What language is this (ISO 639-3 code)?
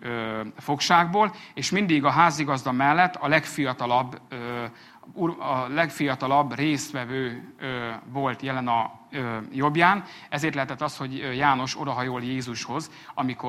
hun